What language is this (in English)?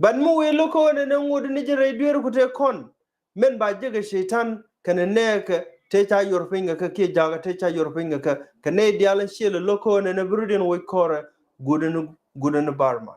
Nuer